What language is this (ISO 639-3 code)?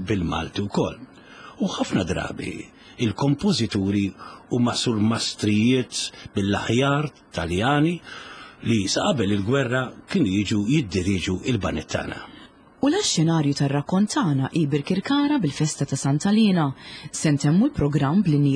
mlt